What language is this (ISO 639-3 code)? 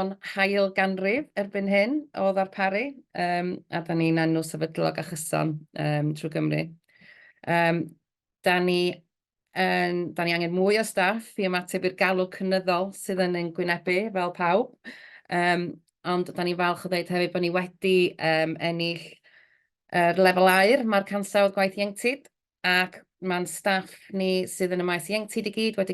cym